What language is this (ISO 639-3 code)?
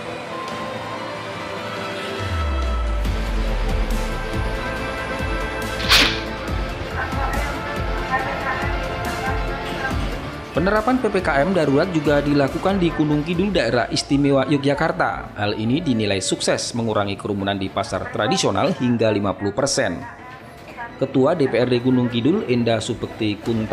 ind